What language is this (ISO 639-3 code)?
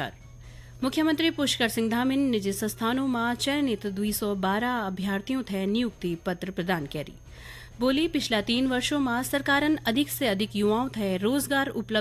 gbm